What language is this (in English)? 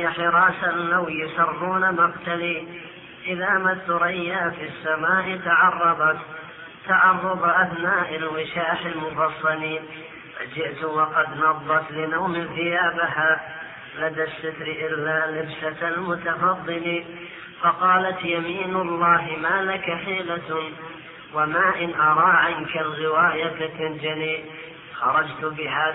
Arabic